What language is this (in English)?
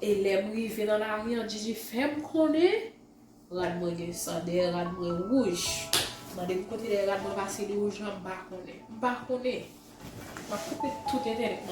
Haitian Creole